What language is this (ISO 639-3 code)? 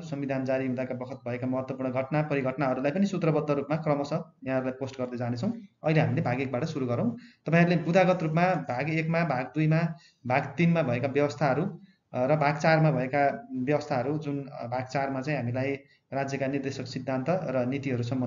nep